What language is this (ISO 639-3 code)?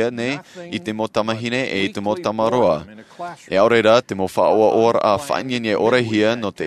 tah